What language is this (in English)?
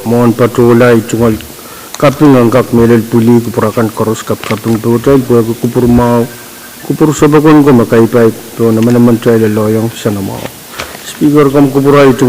Pohnpeian